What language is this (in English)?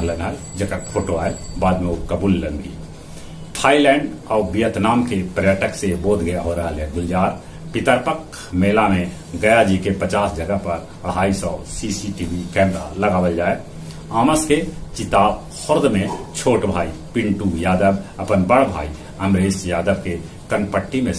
Magahi